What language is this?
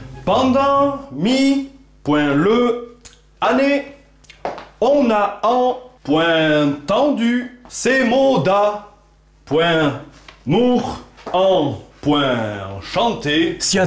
Occitan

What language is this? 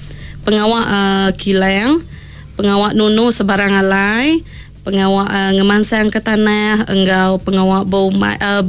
Iban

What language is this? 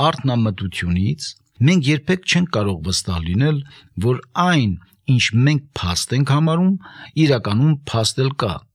Armenian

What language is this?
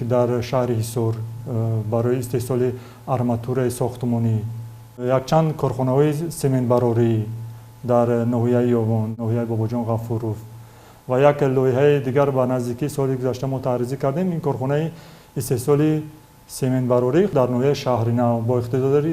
Tajik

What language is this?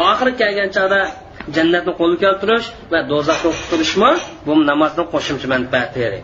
Uyghur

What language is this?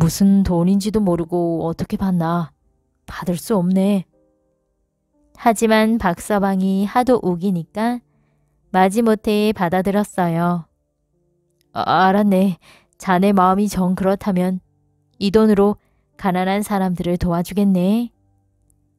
Korean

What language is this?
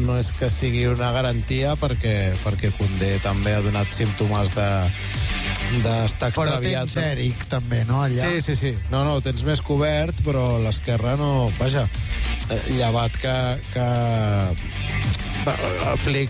Catalan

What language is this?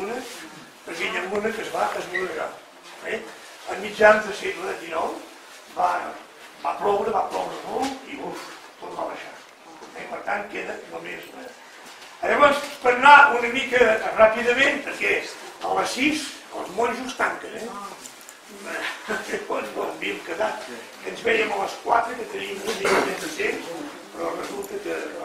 Catalan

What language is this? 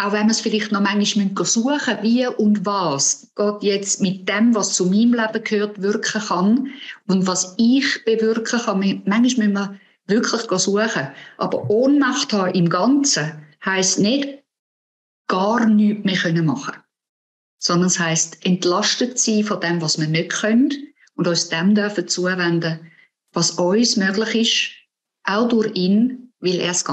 Swiss German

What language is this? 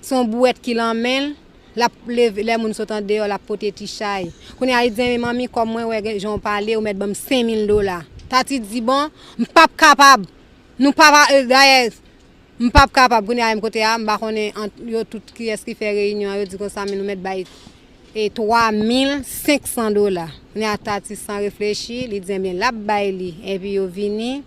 Haitian Creole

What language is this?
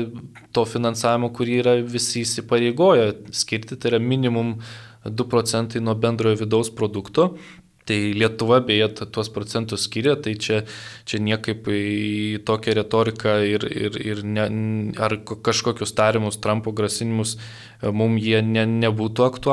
Lithuanian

